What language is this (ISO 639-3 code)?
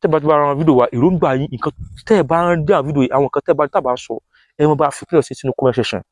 yor